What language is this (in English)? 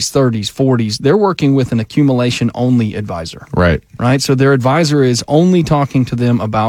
English